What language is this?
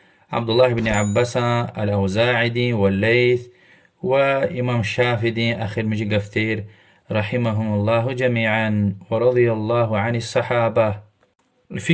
Lezghian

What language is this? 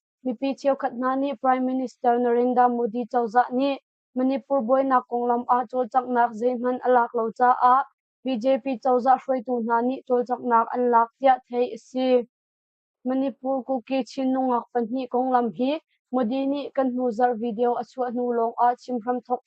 Hakha Chin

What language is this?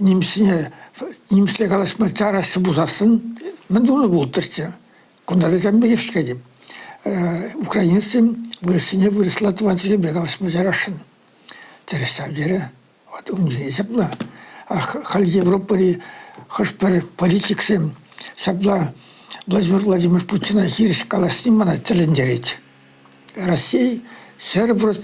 Chuvash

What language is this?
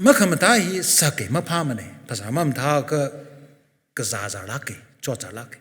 Tangkhul Naga (India)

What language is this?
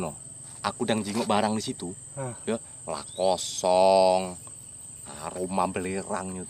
Musi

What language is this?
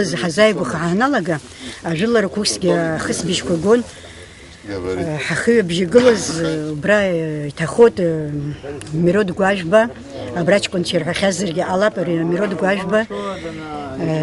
Abkhazian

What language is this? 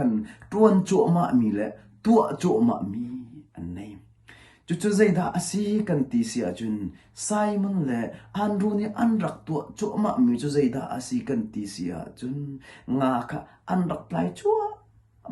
Hakha Chin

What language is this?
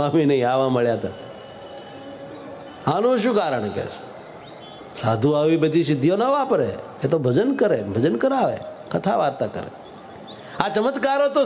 Gujarati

